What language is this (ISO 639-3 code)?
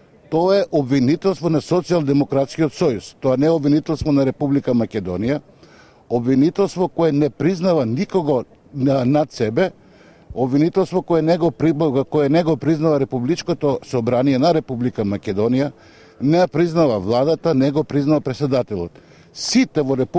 mkd